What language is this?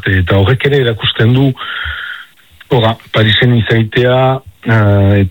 Basque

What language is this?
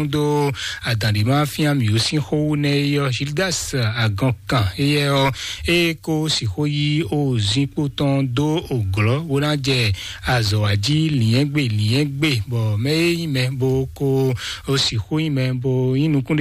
Fon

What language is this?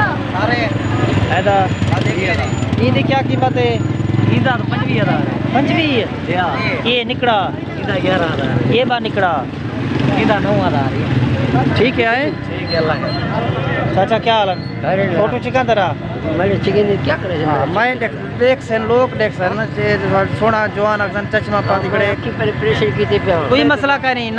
Saraiki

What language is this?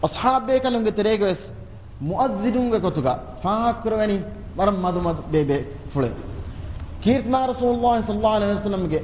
Divehi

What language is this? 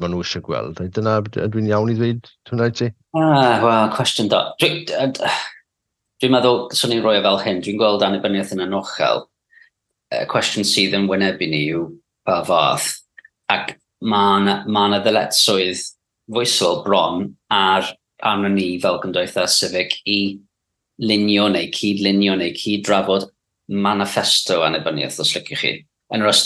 Welsh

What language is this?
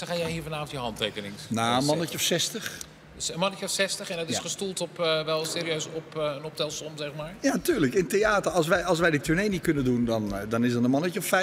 Dutch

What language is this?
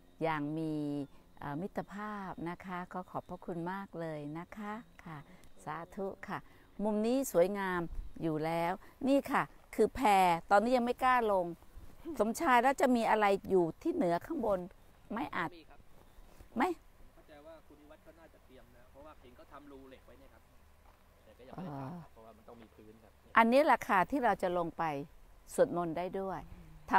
Thai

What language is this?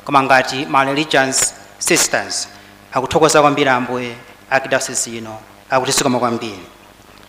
Nyanja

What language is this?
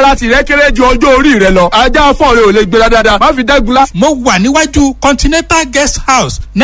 Yoruba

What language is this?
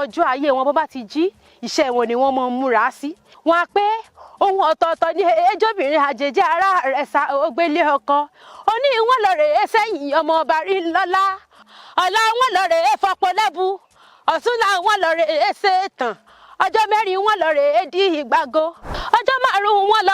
Yoruba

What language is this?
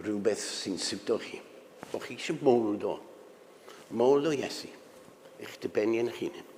Welsh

